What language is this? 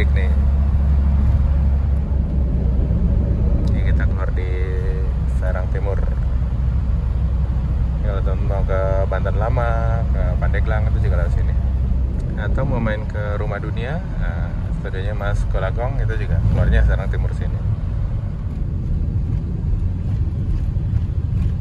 Indonesian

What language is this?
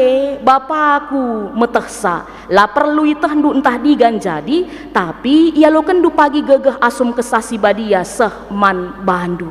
Batak Karo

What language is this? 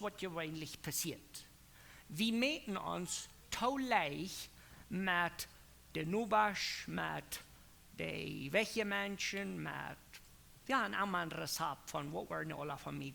Plautdietsch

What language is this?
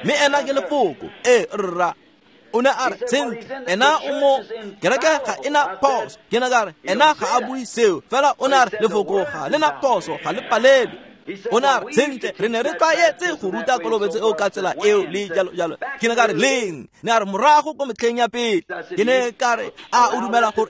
Tswana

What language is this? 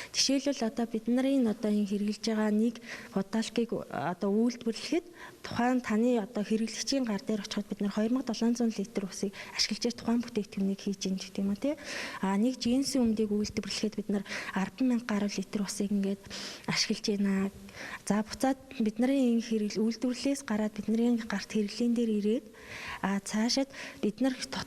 Mongolian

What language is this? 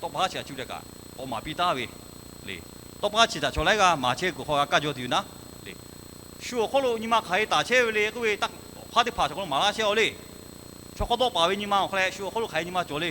Lahu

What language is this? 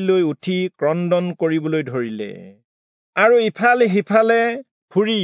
Assamese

